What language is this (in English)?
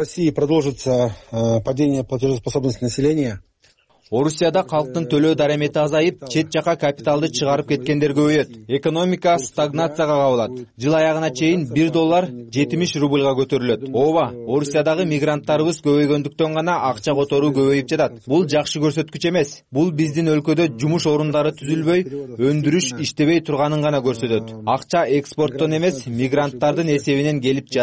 Kyrgyz